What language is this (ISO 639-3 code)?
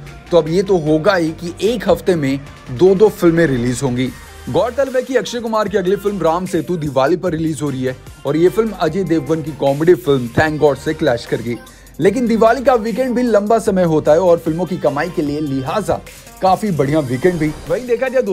hin